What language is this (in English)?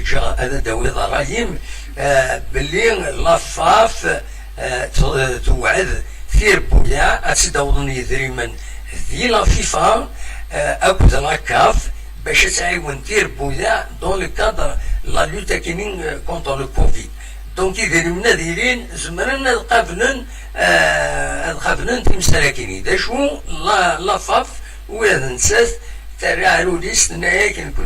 Kabyle